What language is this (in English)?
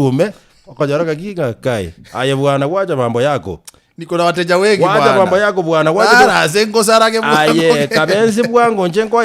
Gusii